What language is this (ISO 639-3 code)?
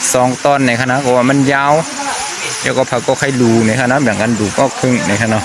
shn